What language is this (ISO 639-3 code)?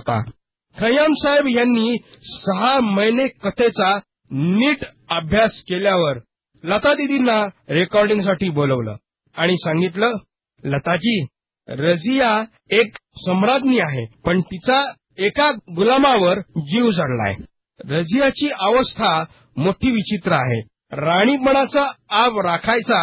mar